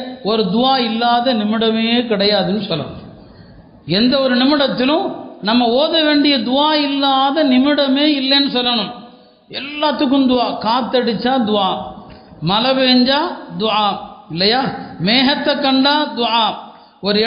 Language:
Tamil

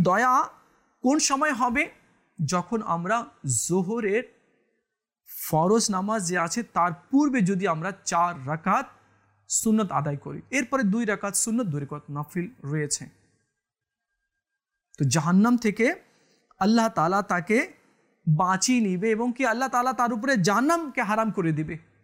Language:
Bangla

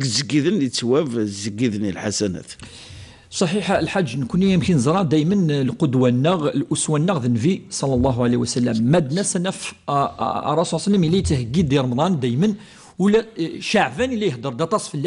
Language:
Kabyle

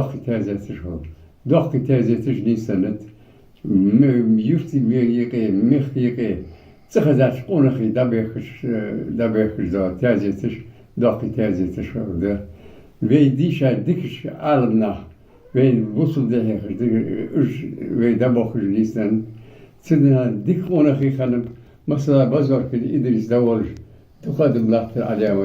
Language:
Ingush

